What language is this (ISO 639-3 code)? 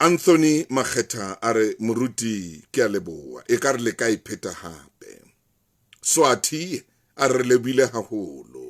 sot